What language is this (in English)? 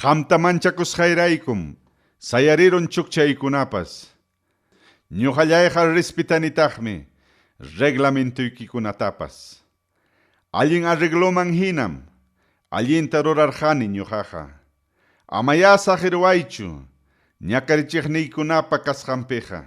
Ayacucho Quechua